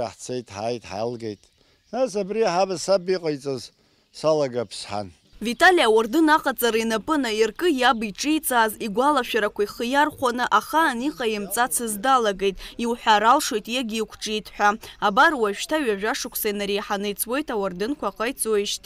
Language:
Abkhazian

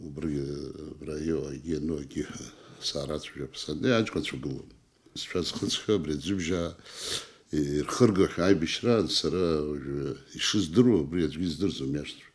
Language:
Abkhazian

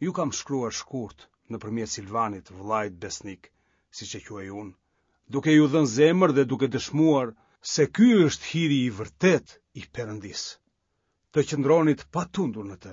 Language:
Albanian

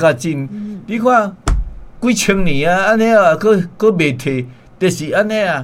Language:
Min Nan Chinese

